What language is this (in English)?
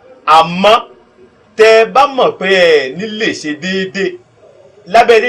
Yoruba